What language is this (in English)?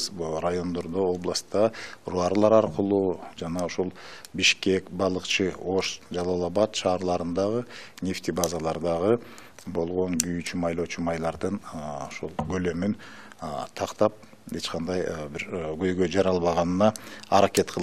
Kyrgyz